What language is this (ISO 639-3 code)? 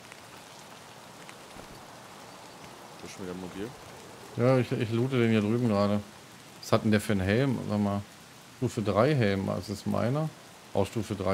deu